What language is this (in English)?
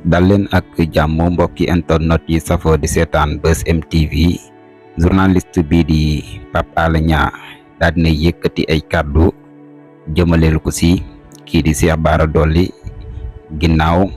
Wolof